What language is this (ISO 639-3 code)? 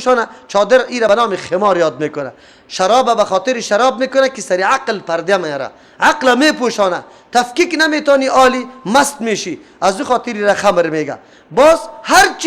fas